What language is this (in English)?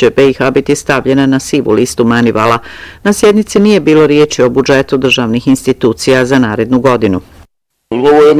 Bosnian